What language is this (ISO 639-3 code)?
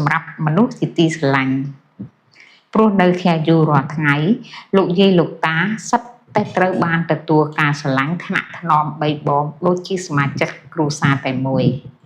khm